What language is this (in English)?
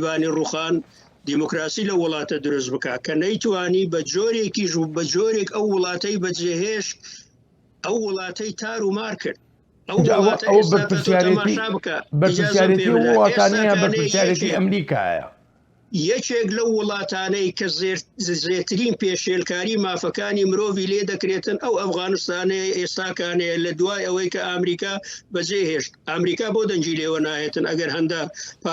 Central Kurdish